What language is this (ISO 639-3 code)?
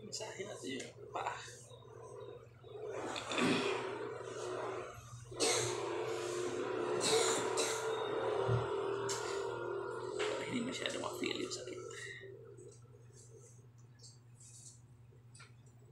fil